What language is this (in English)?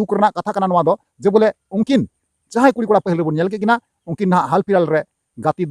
Santali